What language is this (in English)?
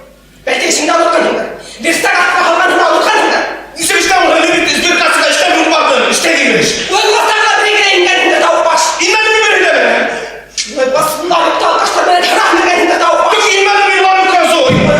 Bashkir